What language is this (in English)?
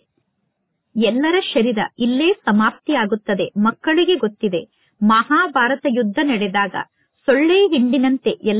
Kannada